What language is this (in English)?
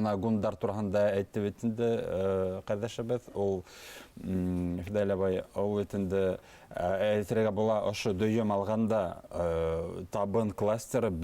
Bashkir